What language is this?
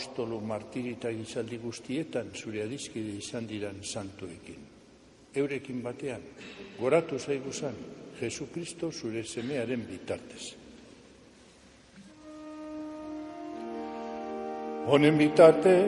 Basque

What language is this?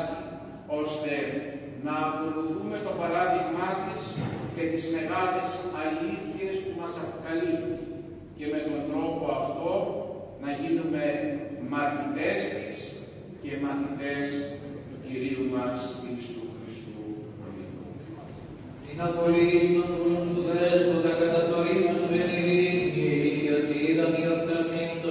Greek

